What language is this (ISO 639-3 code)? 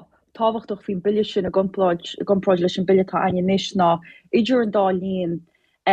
gle